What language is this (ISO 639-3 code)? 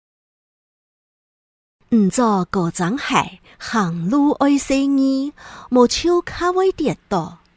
hak